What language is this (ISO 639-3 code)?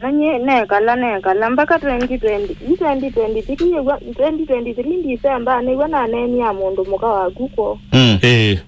kam